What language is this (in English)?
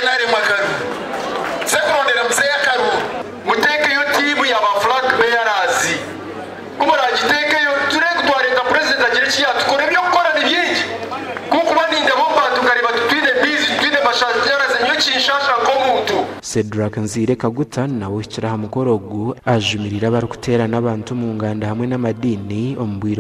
Nyankole